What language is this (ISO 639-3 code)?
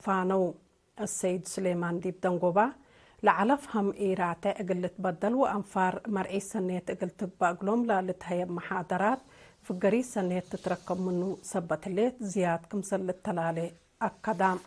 tig